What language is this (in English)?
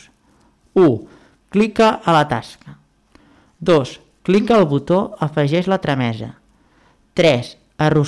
Catalan